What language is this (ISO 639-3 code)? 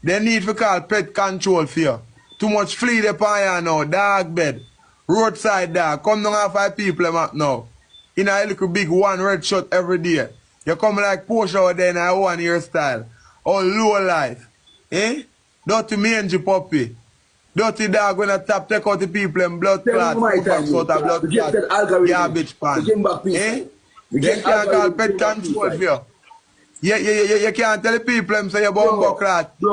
jam